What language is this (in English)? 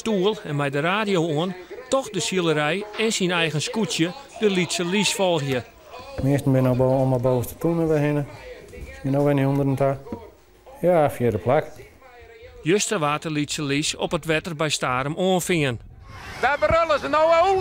Western Frisian